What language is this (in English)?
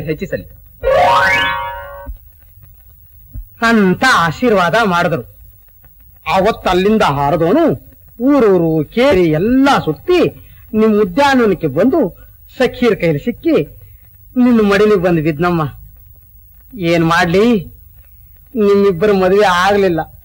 Kannada